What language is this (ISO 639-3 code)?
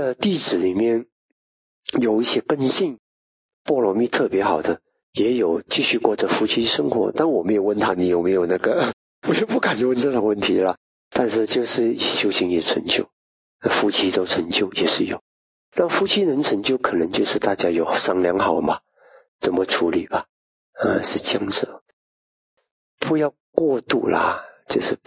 zho